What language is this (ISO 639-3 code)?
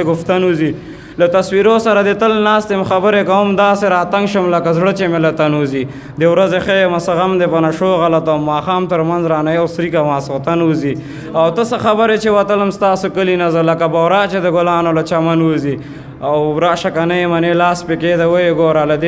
pus